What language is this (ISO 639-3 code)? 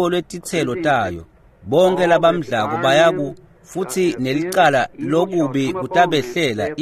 ssw